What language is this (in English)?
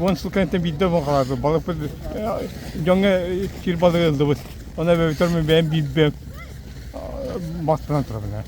Yakut